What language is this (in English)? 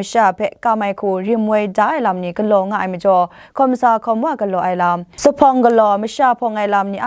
Kachin